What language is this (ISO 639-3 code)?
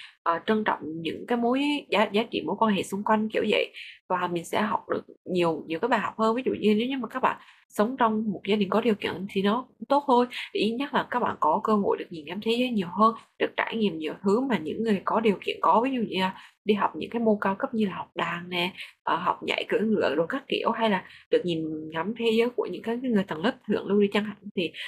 vie